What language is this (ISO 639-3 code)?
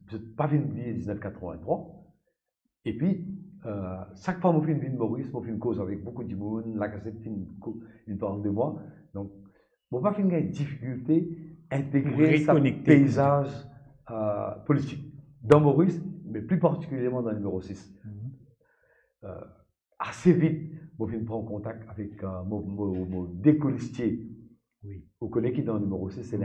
mfe